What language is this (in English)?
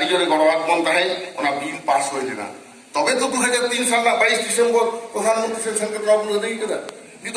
Santali